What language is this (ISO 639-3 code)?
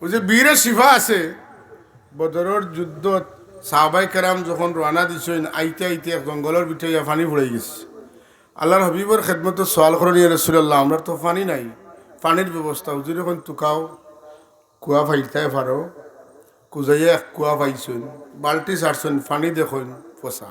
syl